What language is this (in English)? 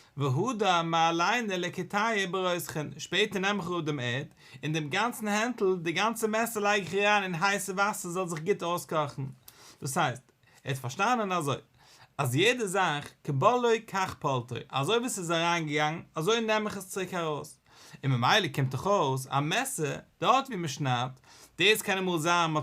Yiddish